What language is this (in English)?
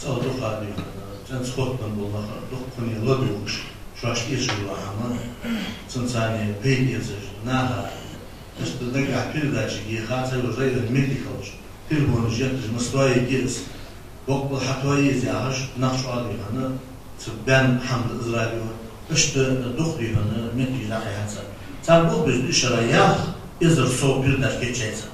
Ingush